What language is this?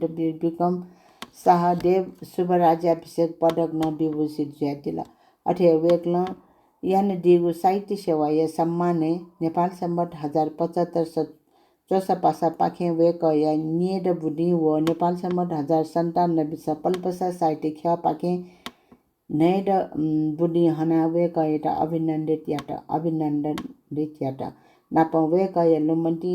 Newari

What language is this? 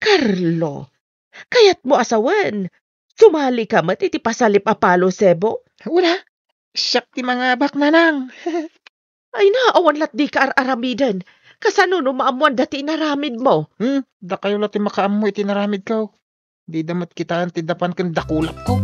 Iloko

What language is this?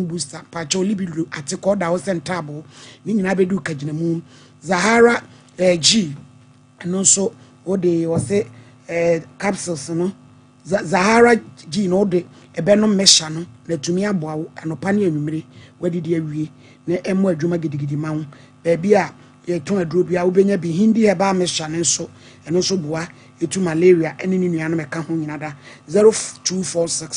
Akan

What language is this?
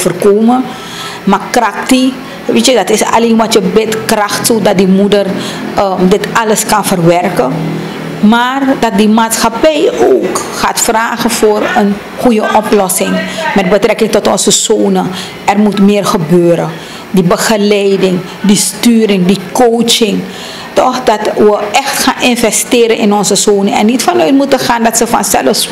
Dutch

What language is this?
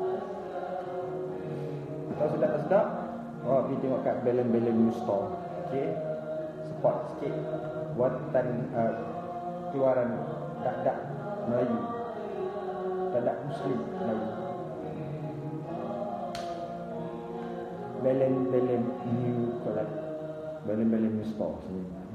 Malay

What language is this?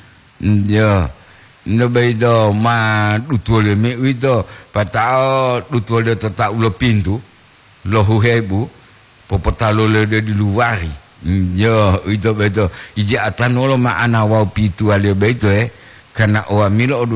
Gorontalo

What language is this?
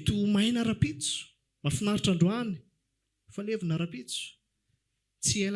Malagasy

